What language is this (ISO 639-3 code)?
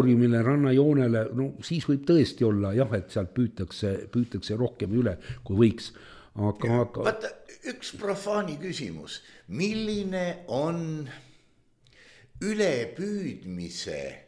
est